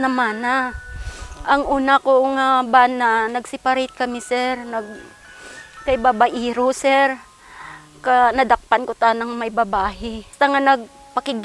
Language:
Kinaray-a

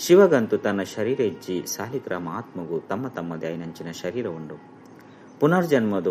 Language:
Tulu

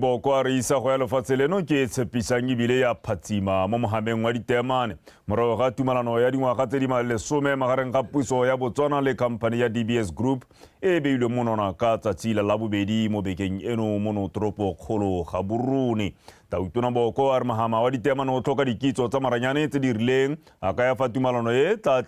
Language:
Tswana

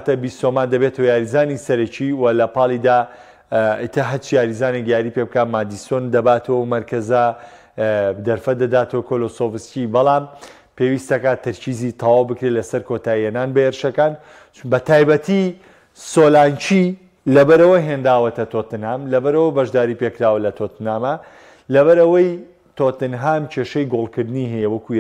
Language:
Central Kurdish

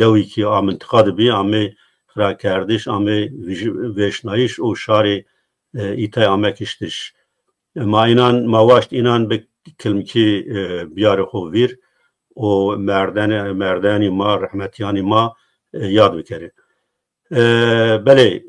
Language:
Zaza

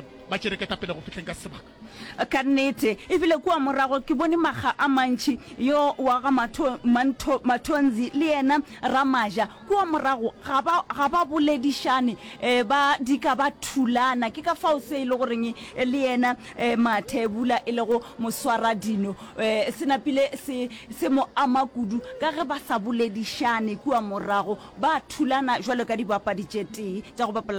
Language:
Northern Sotho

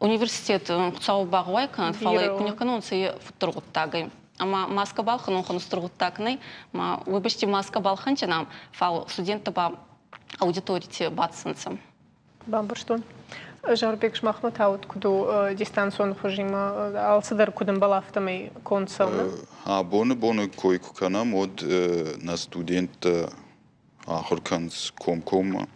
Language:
Ossetic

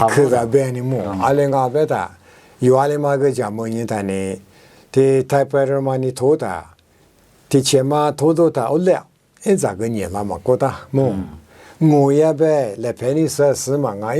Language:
Lisu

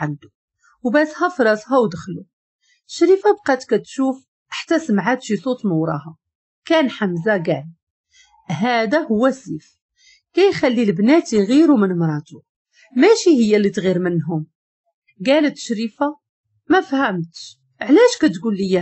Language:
Moroccan Arabic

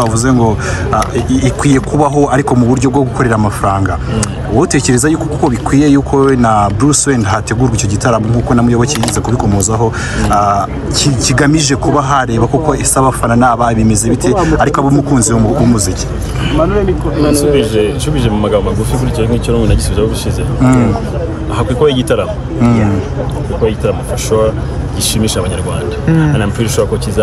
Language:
Kinyarwanda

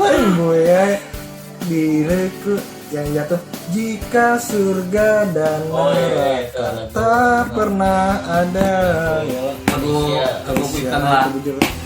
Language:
Banjar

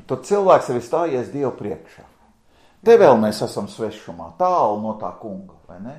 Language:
Latvian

